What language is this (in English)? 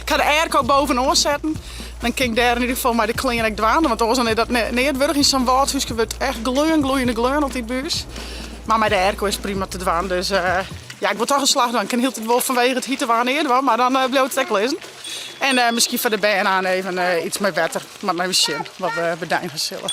Western Frisian